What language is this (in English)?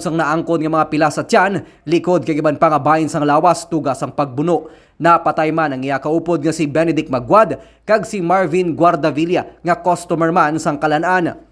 Hiligaynon